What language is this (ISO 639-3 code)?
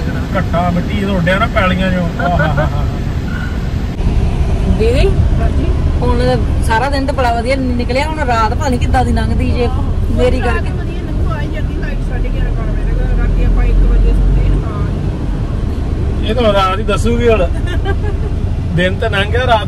pan